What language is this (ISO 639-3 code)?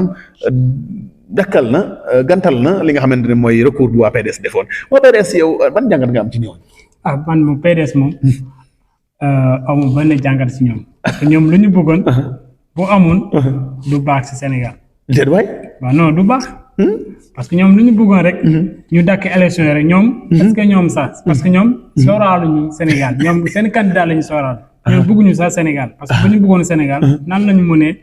wol